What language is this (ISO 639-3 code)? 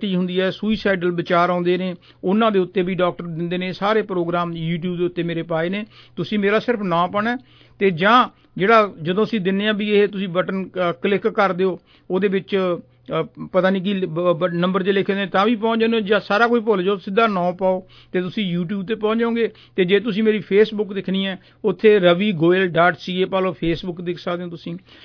pan